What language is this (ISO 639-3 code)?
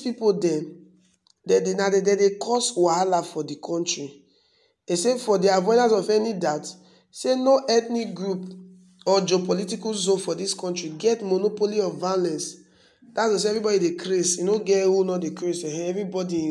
pcm